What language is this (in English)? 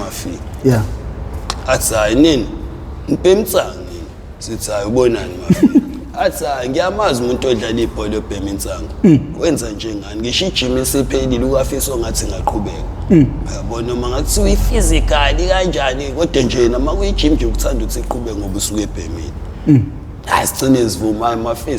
Zulu